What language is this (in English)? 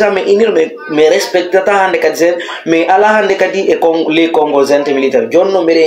Fula